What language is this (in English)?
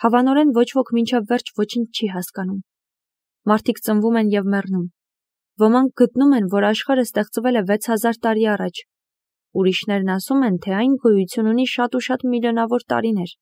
Armenian